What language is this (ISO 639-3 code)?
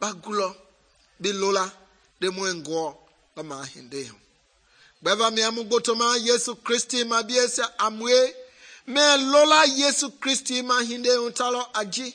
men